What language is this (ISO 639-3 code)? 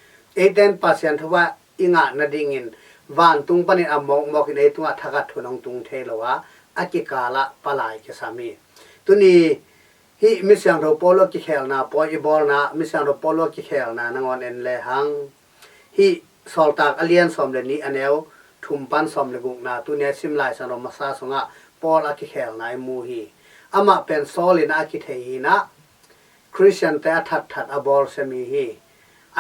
ctd